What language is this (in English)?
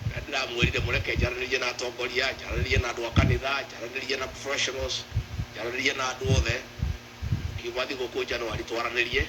Kikuyu